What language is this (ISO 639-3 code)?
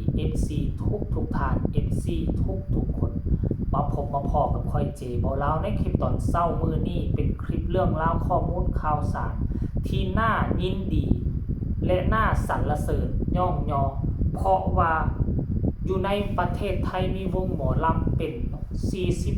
tts